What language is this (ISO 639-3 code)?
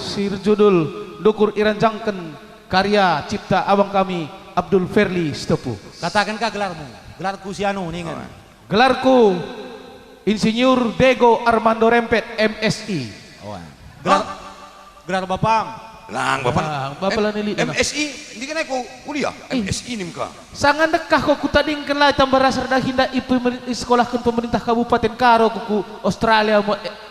btx